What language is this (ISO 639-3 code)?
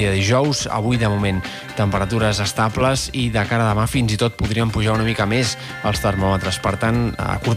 cat